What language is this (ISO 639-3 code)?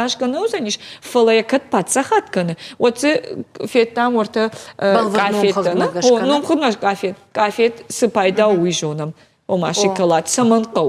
oss